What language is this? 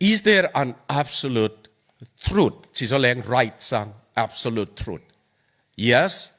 Tedim Chin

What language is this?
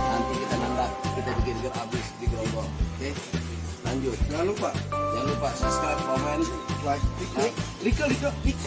Betawi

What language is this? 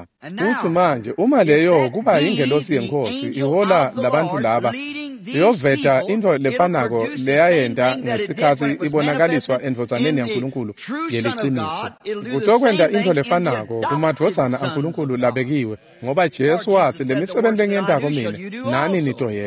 Swati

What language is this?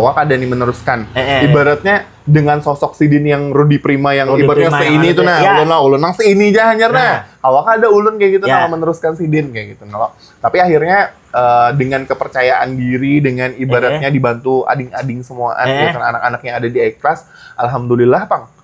Banjar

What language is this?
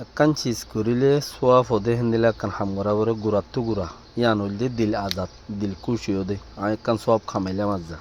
Rohingya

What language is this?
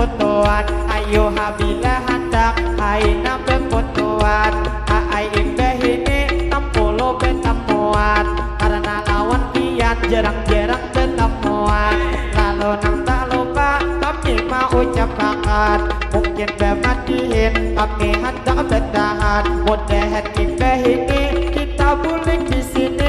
Banjar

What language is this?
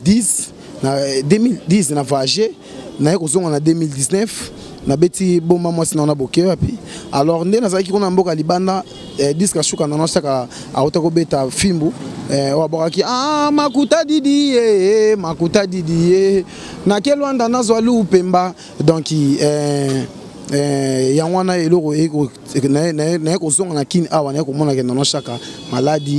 Lingala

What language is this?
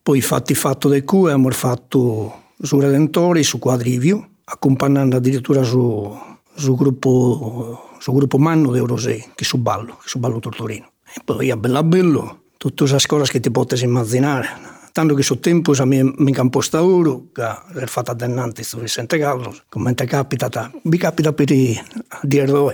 Sardinian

